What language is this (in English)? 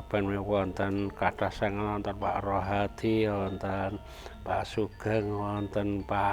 Javanese